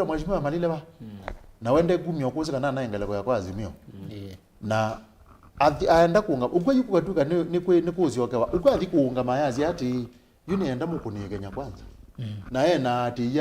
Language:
Kamba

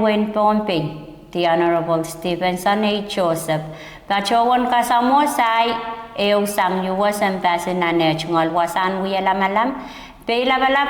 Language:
Pohnpeian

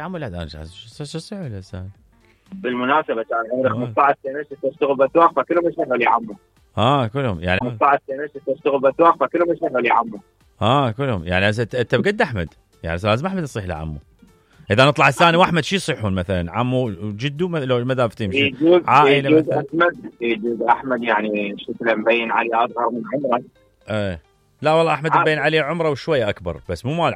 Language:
Mesopotamian Arabic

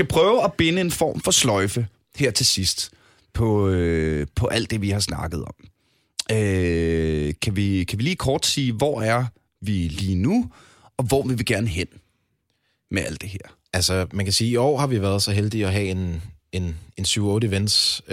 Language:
Danish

